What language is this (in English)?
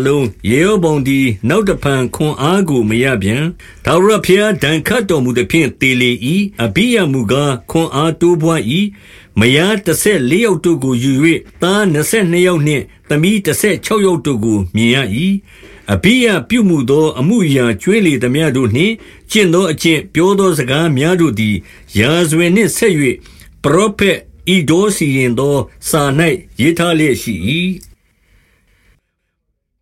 Burmese